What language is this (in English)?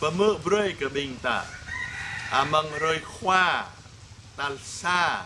Jarai